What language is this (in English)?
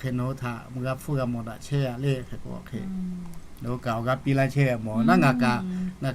Lahu